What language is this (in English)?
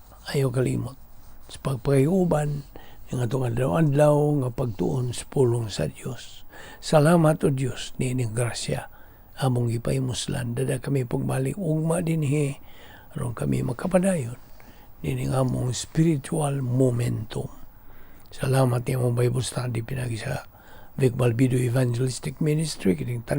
Cebuano